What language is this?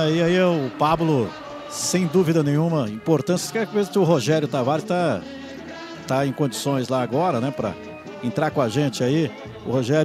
Portuguese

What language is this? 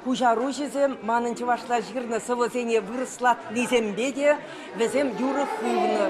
Chuvash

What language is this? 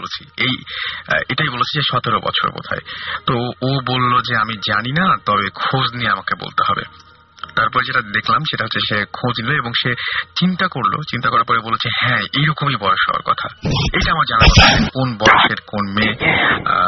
Bangla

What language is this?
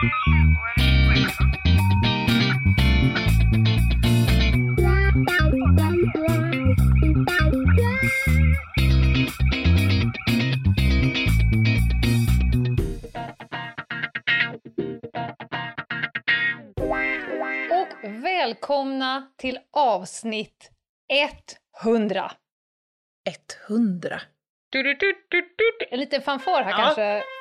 Swedish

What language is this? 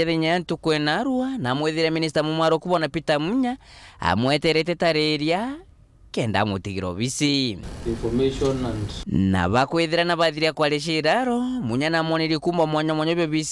Meru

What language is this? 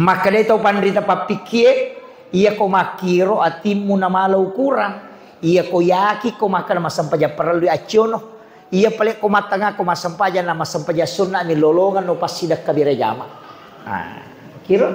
Buginese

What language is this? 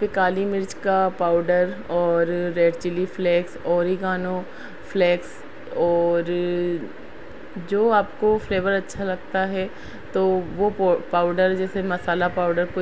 Hindi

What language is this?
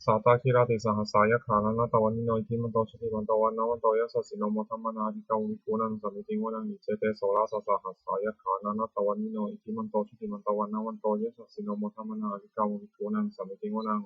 Pali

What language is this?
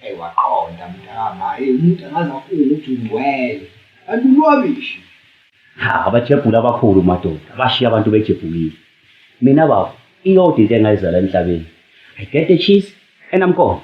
Zulu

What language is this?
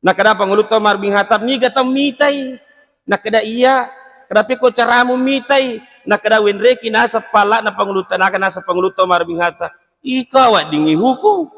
Buginese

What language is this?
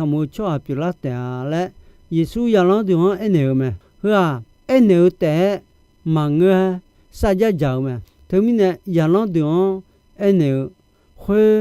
Akha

